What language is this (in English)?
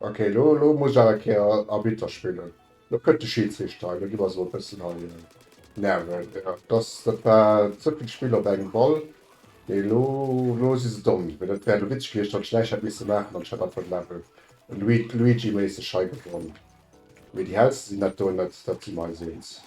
Luxembourgish